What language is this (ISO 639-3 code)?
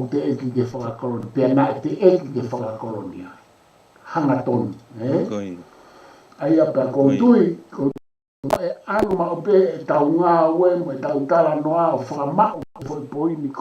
ton